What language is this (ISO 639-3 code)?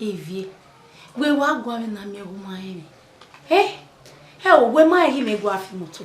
bin